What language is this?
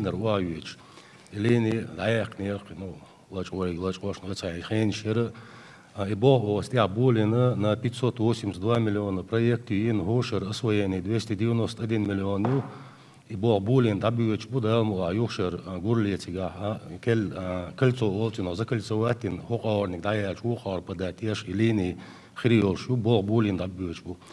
Chechen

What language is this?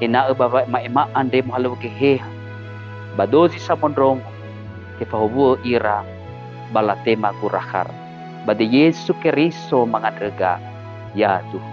Nias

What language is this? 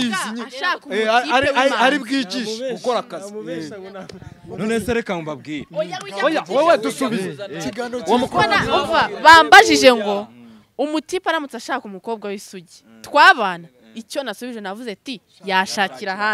Kinyarwanda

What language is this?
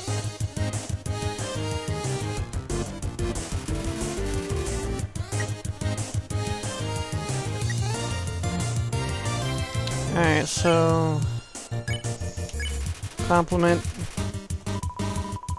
English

